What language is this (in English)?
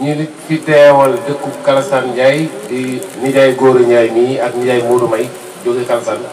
Wolof